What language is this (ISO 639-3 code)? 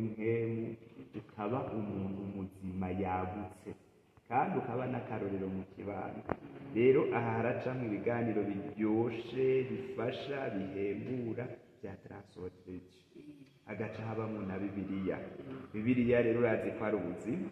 run